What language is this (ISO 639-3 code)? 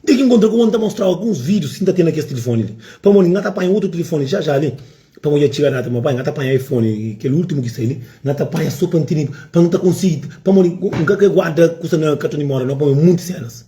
kea